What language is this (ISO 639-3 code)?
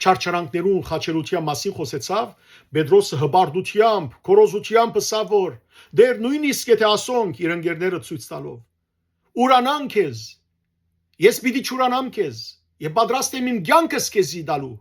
hyw